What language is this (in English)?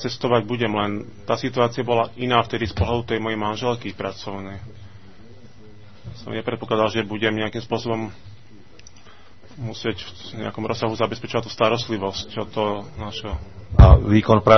Slovak